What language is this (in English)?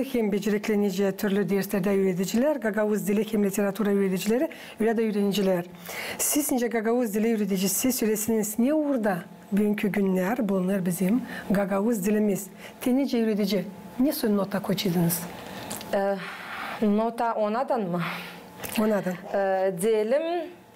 Gagauz